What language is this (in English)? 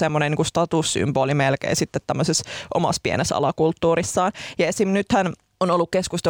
Finnish